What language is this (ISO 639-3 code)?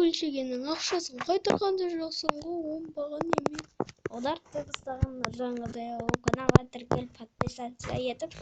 kaz